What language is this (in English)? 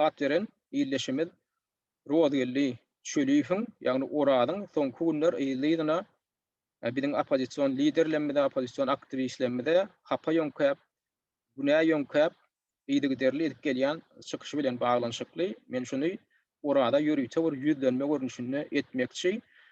Turkmen